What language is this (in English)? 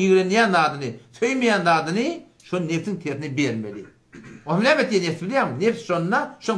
Turkmen